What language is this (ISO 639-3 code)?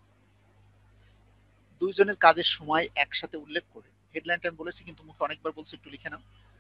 ben